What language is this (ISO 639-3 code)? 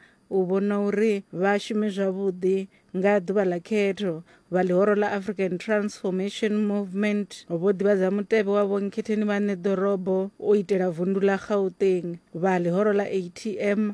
ven